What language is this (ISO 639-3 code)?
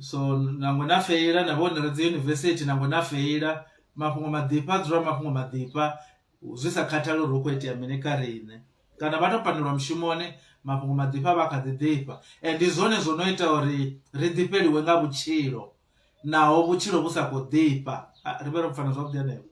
ven